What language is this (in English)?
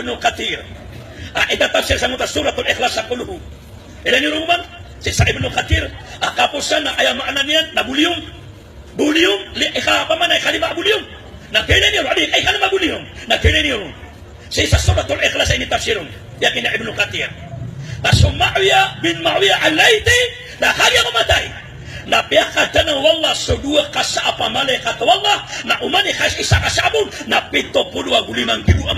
Maranao